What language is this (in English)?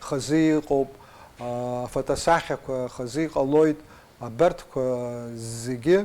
Abkhazian